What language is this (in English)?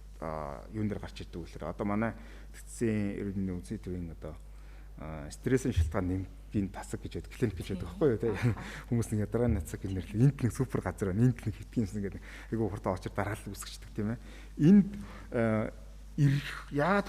Mongolian